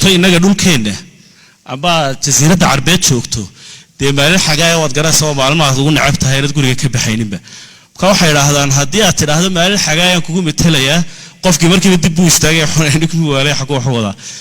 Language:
Somali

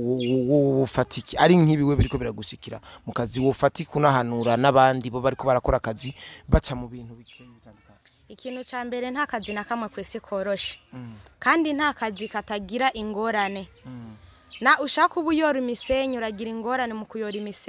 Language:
Rundi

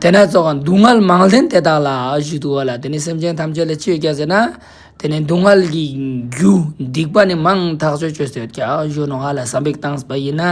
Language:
Ladakhi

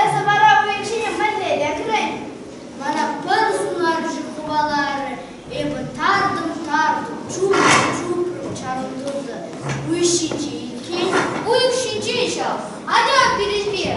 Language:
Chuvash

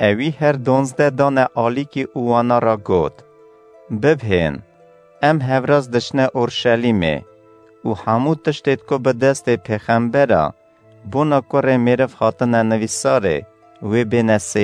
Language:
Kurdish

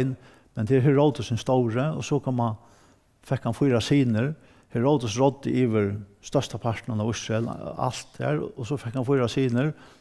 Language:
Faroese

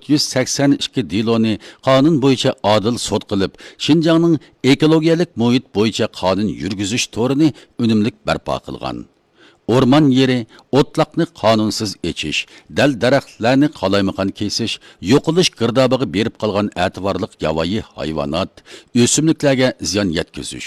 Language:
Uyghur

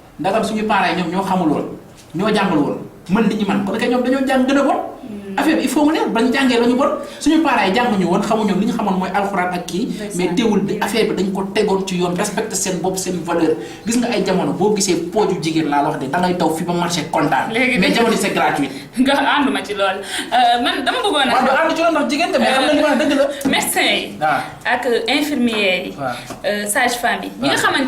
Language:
Wolof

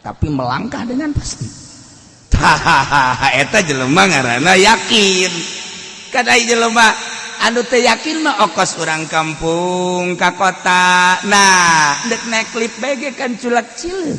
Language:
Sundanese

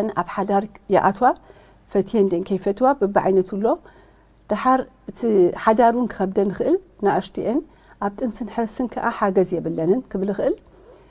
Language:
Tigrinya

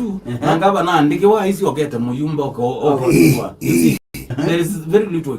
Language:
Kamba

